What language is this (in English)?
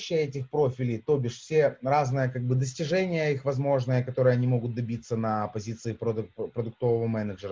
Russian